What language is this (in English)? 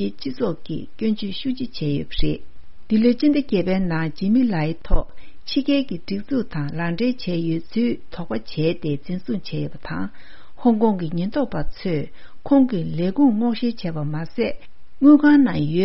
Tibetan